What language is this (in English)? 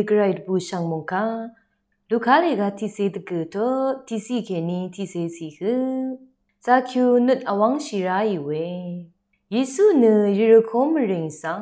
Rawang